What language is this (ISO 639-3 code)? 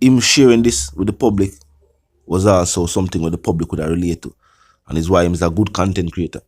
jam